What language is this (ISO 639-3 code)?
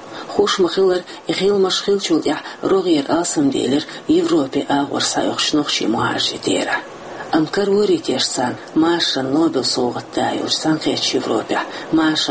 che